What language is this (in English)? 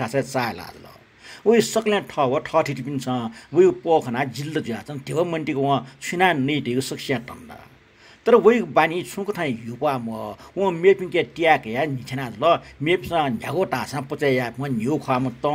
Newari